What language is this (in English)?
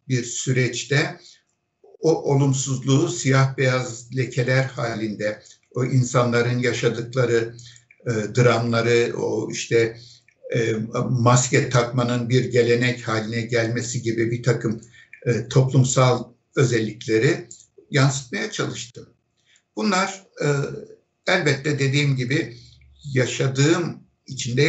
Turkish